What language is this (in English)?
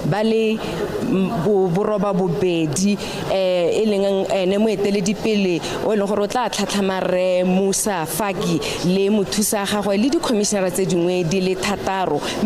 Tswana